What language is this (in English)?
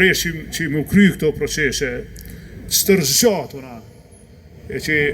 Albanian